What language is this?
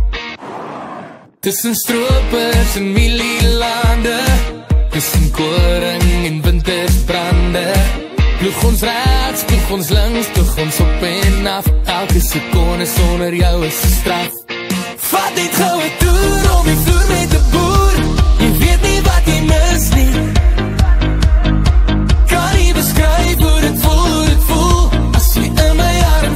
Afrikaans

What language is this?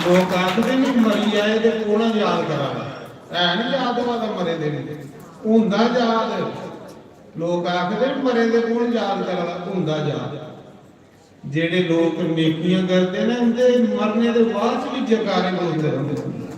Dogri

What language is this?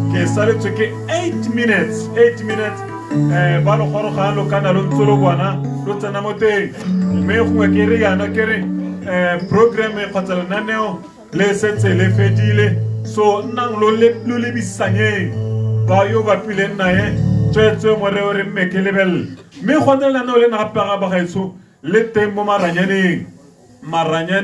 Tswana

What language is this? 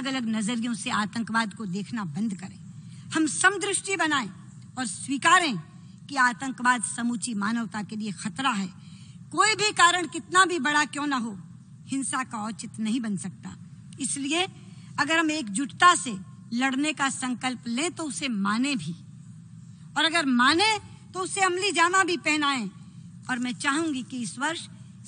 Hindi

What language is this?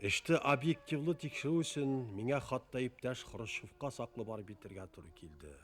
Bashkir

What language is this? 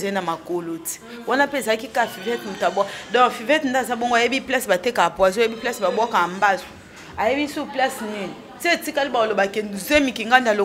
Lingala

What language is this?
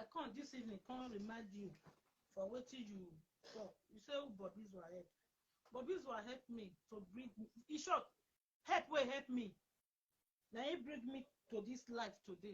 Nigerian Pidgin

